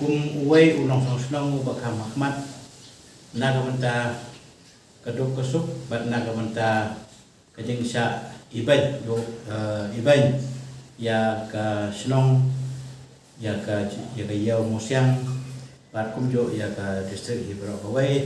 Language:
Khasi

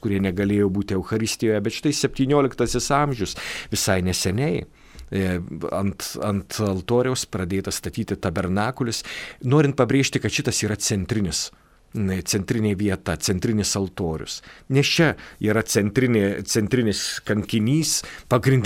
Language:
Lithuanian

